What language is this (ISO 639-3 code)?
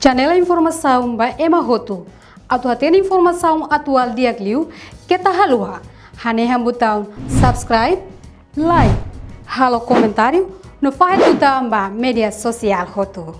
tet